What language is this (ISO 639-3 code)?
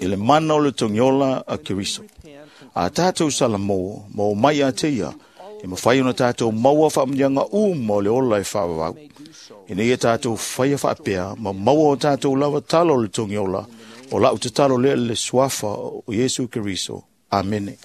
smo